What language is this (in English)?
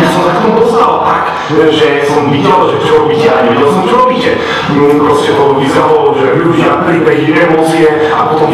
Slovak